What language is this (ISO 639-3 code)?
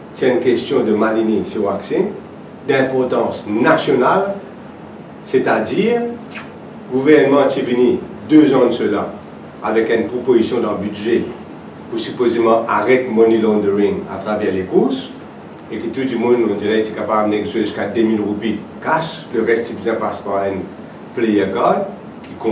mfe